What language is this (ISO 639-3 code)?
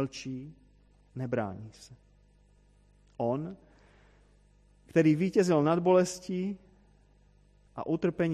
ces